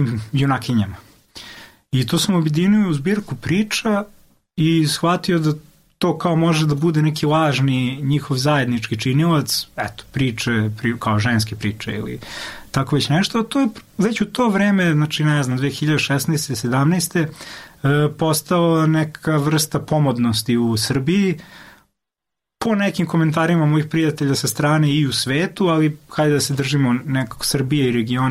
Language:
Serbian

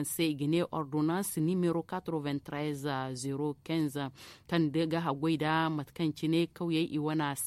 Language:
Zarma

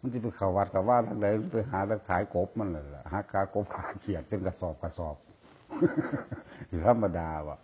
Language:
Northeastern Thai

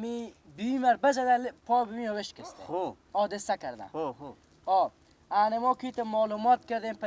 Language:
Persian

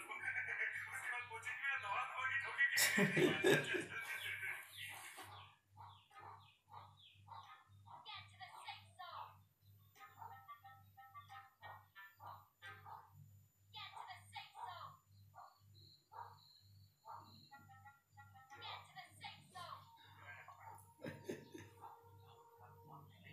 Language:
Hindi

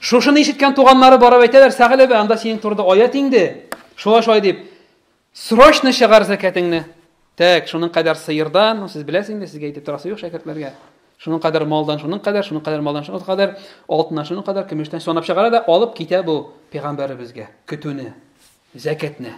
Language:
Tatar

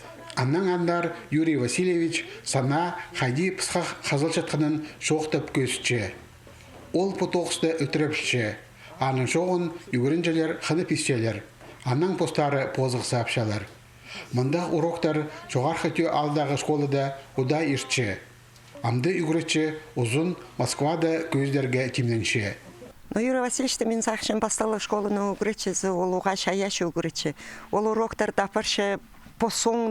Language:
Khakas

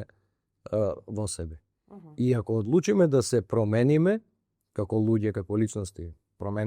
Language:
Macedonian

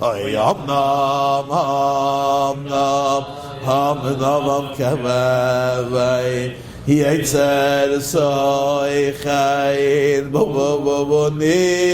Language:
Yiddish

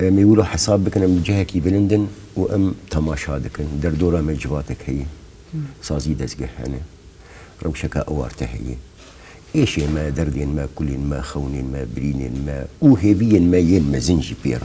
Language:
Kurdish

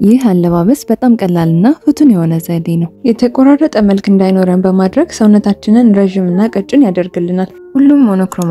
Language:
Amharic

